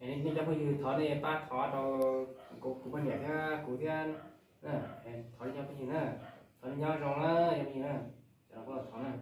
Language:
Hmong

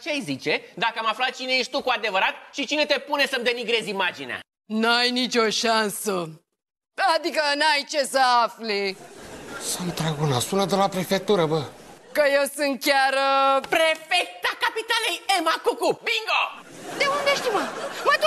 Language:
Romanian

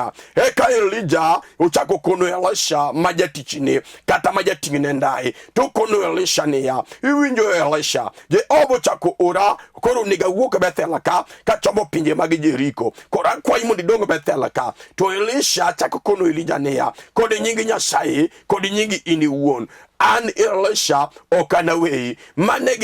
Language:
Luo (Kenya and Tanzania)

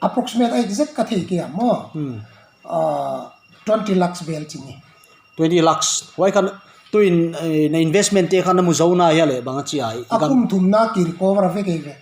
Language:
Paite Chin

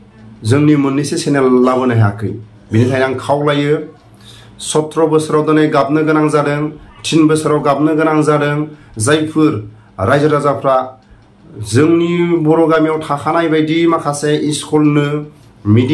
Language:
Bodo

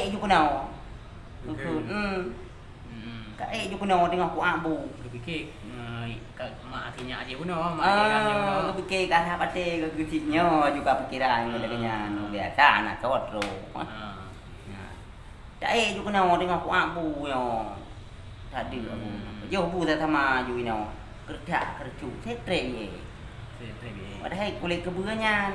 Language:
Achinese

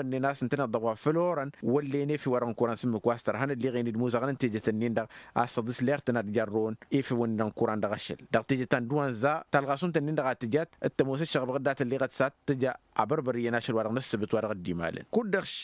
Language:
Tamasheq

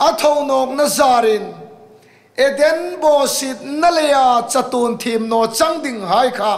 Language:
Hmar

